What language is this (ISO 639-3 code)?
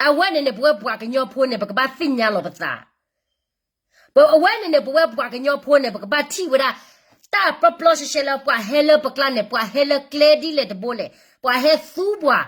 ksw